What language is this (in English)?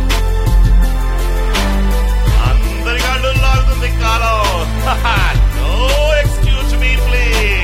Telugu